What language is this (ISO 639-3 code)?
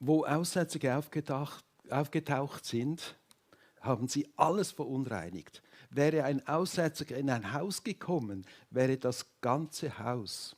gsw